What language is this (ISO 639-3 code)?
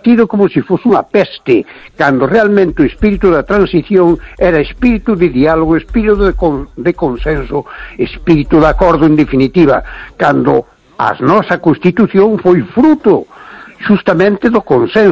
glg